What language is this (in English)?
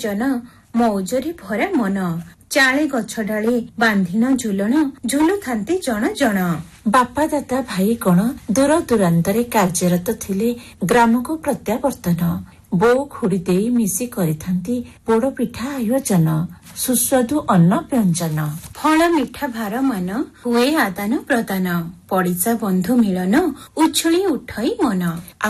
Odia